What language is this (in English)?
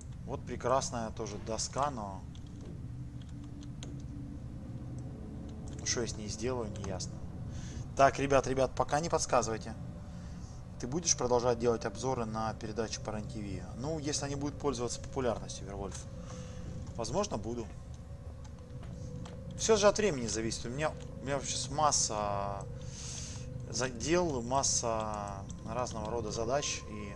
Russian